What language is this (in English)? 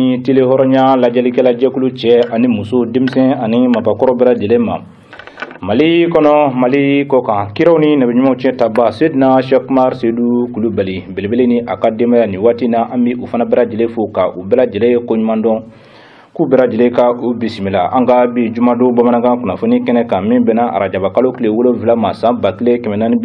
Bambara